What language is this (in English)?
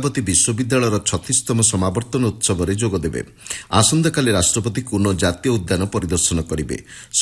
Odia